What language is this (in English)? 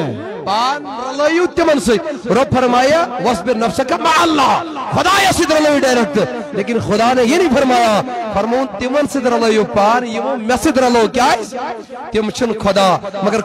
Kashmiri